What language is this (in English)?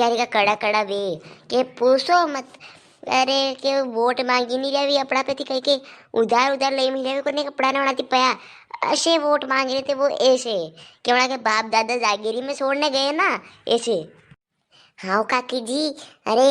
Rajasthani